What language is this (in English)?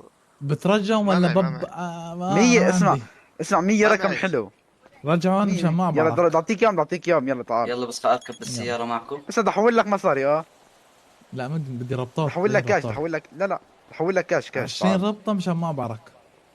North Levantine Arabic